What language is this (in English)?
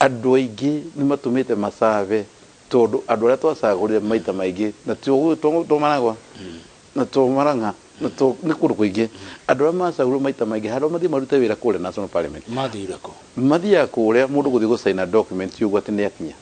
Kikuyu